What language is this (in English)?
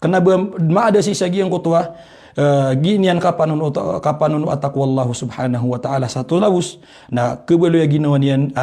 Maranao